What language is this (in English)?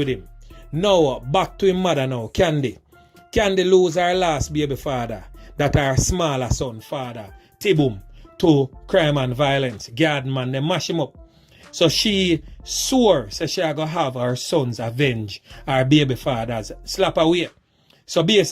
Jamaican Creole English